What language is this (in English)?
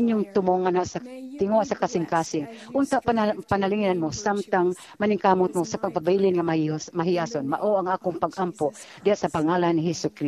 Cebuano